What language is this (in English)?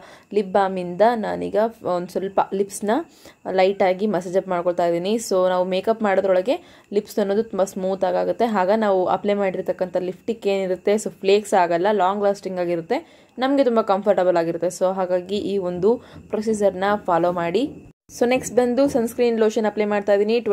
Kannada